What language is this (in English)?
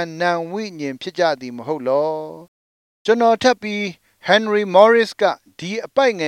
Burmese